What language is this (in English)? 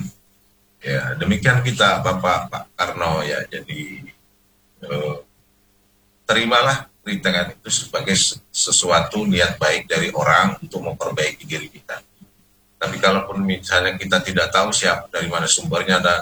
Indonesian